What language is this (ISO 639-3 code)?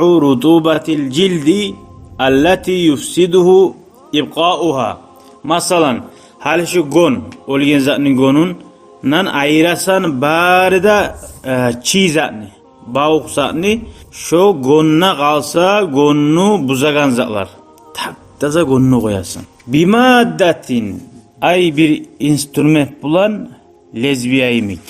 kum